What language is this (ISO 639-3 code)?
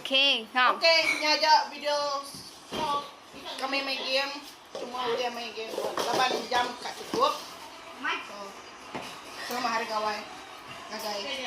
iba